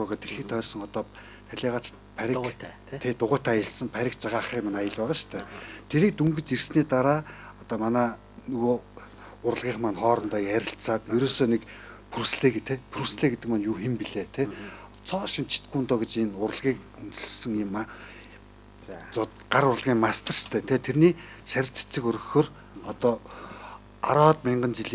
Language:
Mongolian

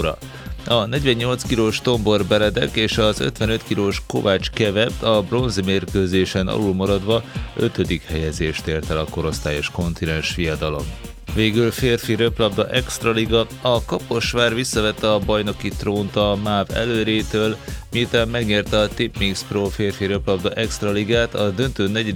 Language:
Hungarian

